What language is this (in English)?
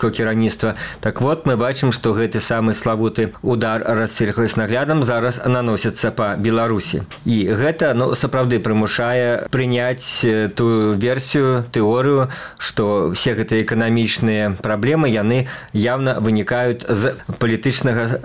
Belarusian